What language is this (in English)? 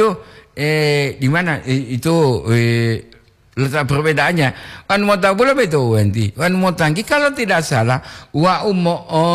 Gorontalo